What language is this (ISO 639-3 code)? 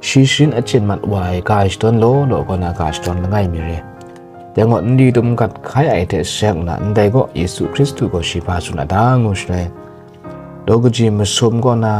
kac